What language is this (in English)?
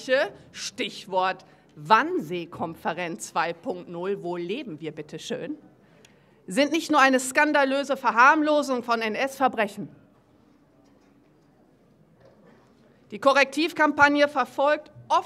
German